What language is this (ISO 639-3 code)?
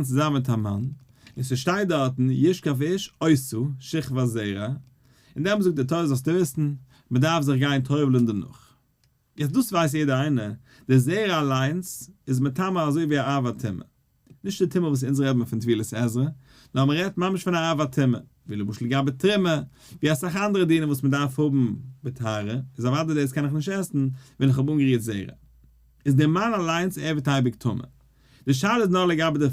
yid